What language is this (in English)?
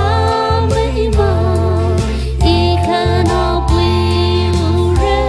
Tangkhul Naga (India)